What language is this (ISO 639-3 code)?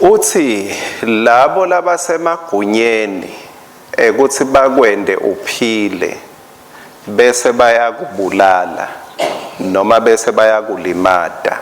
ssw